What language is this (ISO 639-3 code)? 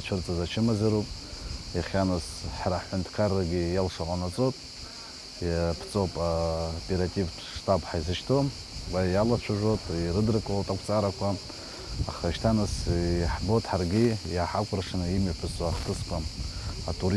abk